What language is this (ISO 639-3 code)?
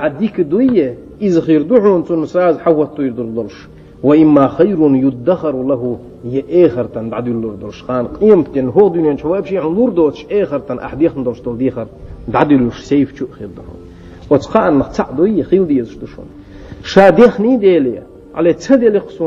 che